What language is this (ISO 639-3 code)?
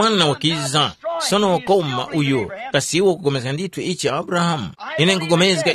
tum